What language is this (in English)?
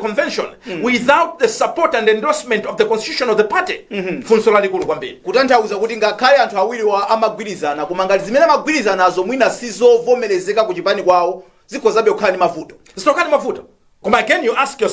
Nyanja